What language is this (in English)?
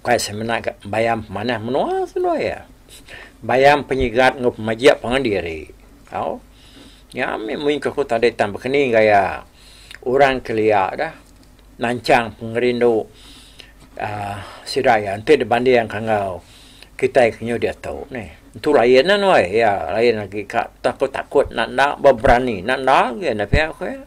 Iban